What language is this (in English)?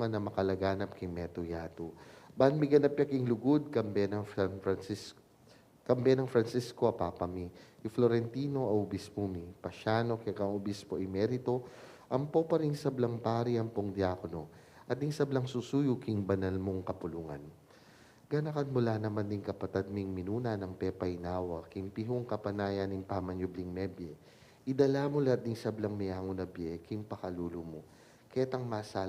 Pampanga